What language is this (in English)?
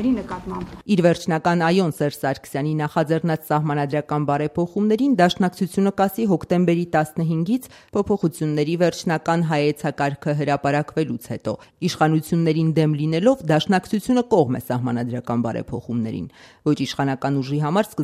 Armenian